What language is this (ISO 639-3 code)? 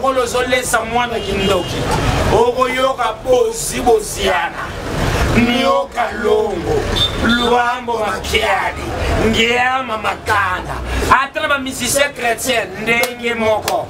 lin